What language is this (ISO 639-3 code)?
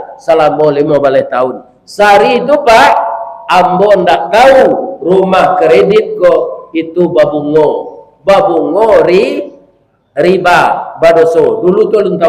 min